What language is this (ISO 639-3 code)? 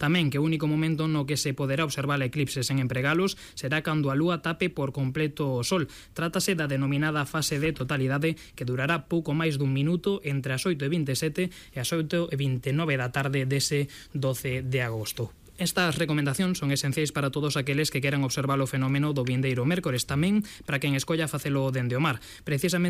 glg